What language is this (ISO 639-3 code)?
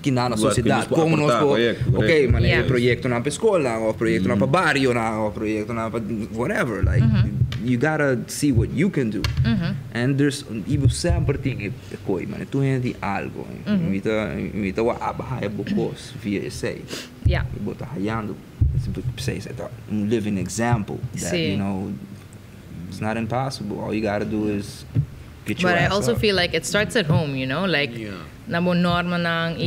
pap